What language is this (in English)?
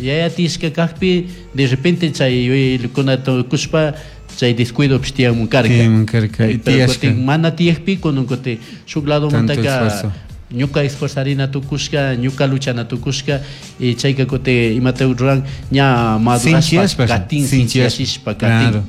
Chimborazo Highland Quichua